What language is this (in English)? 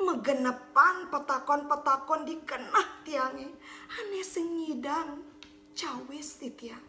Balinese